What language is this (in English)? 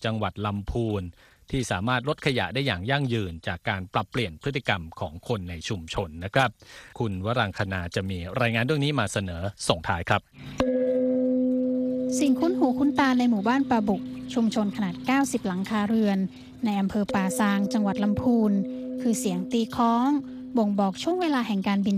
Thai